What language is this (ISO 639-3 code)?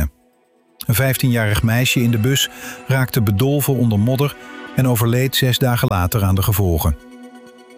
nld